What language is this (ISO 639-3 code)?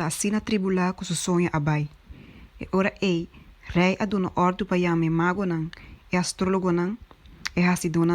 pap